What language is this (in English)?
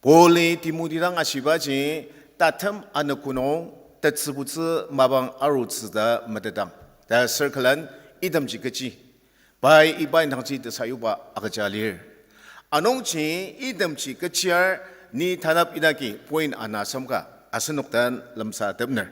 Ao Naga